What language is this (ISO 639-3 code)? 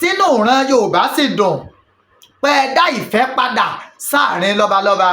yor